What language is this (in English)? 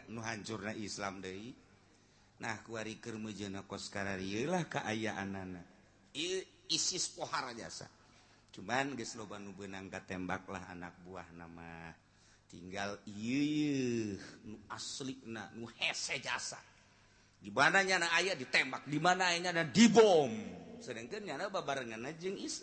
Sundanese